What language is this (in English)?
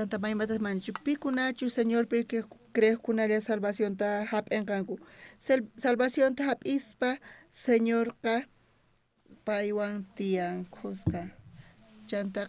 South Bolivian Quechua